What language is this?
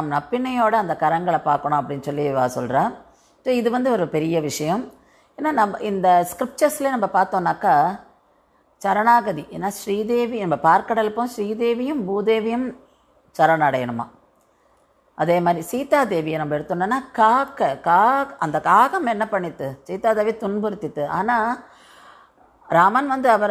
Tamil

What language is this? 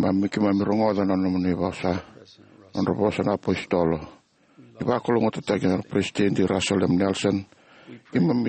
Fijian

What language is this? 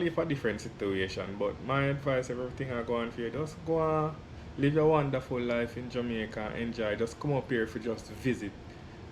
Jamaican Creole English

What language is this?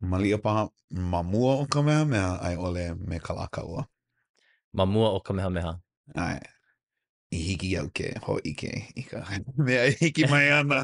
Hawaiian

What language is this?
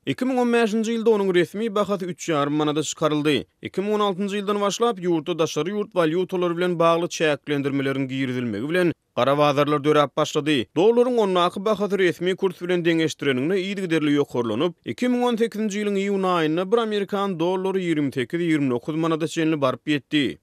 Turkmen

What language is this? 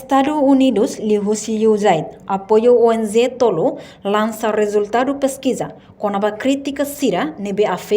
Tetum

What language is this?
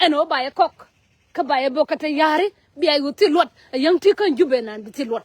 Nuer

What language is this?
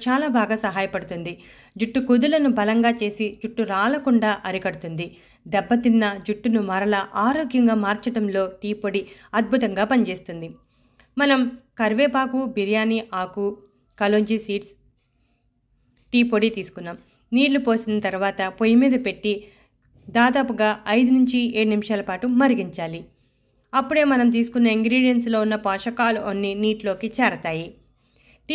Telugu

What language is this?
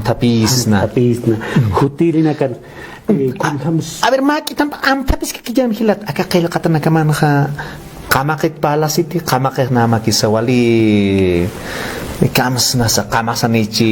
Aymara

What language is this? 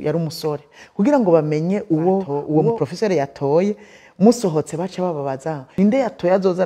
Rundi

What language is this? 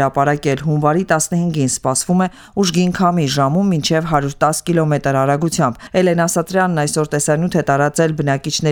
Armenian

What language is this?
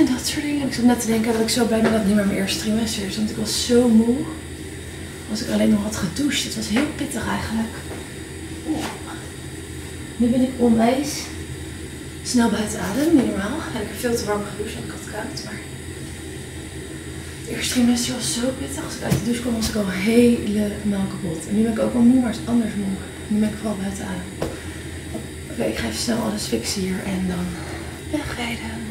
Dutch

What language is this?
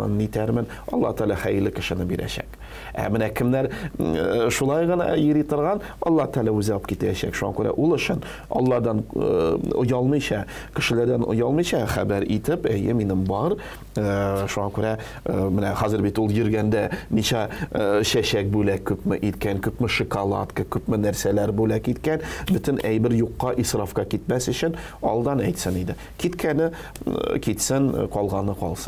Tatar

